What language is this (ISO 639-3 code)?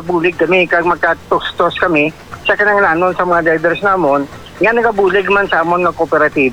hil